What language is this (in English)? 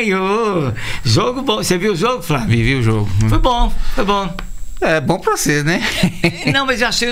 Portuguese